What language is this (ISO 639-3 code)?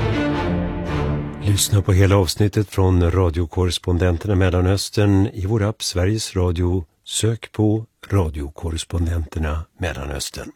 swe